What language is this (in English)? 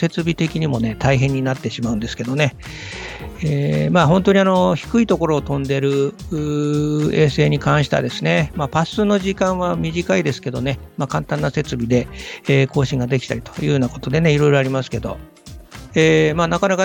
Japanese